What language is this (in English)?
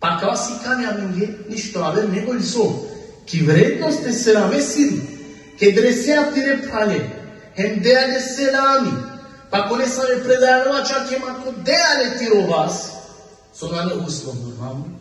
Balkan Romani